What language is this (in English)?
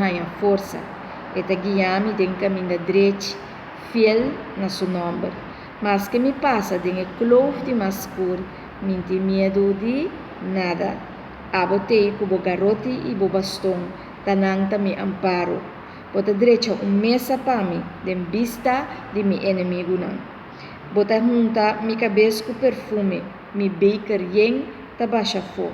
Papiamento